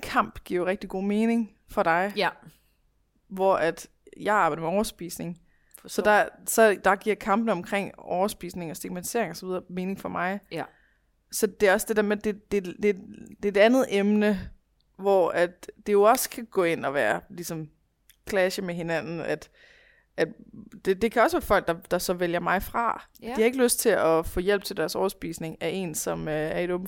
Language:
Danish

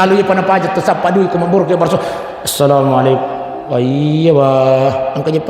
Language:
Buginese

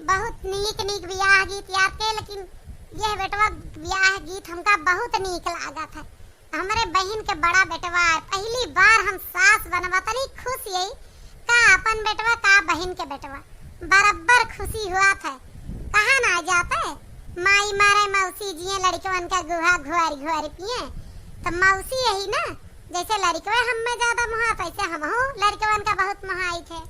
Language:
Awadhi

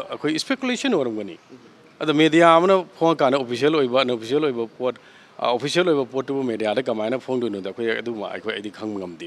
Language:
Manipuri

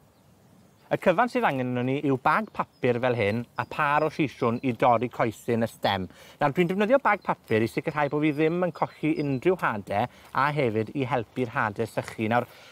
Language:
Welsh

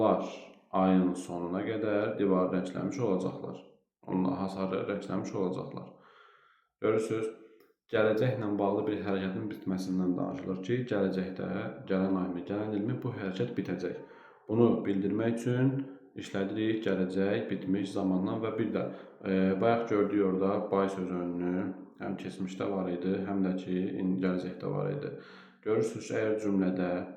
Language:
Azerbaijani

